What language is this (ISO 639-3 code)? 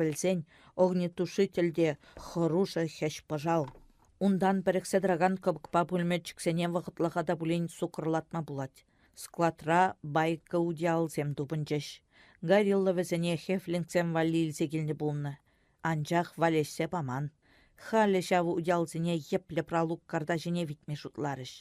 chv